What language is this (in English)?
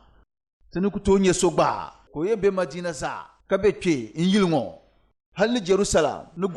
Dagbani